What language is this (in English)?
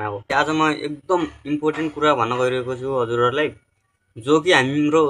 Nepali